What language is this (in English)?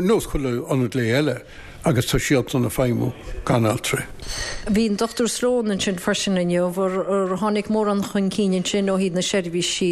Irish